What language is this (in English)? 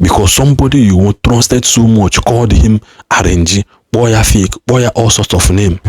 Igbo